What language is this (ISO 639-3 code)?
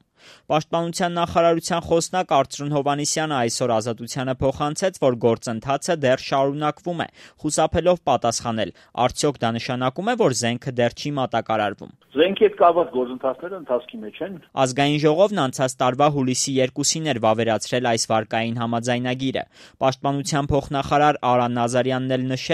hye